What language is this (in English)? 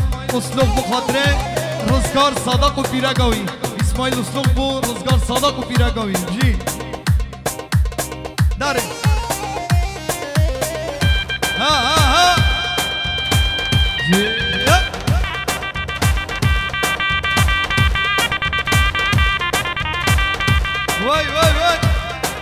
Kurdish